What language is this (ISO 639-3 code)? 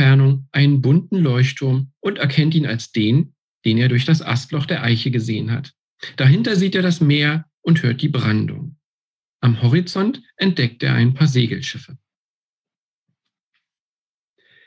deu